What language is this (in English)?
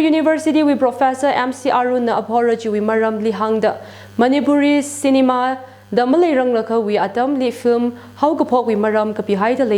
Tangkhul Naga (India)